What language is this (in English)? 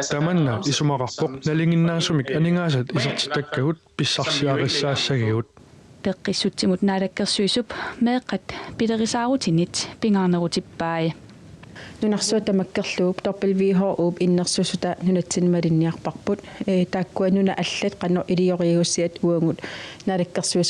Kalaallisut